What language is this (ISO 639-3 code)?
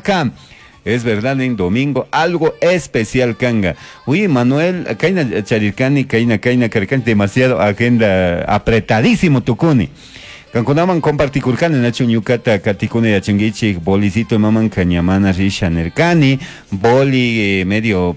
qug